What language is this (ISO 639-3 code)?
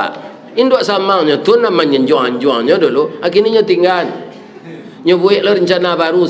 min